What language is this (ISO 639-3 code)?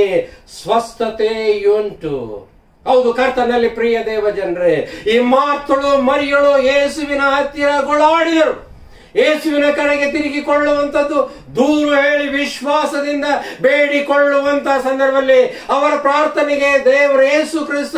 kan